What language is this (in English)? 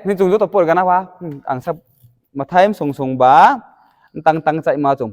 Riang (India)